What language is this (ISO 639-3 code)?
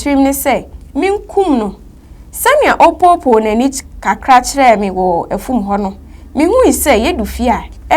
aka